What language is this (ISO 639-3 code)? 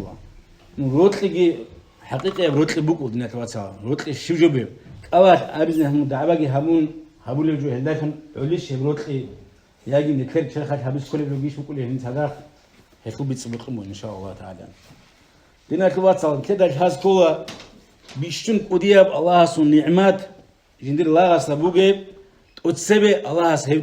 ava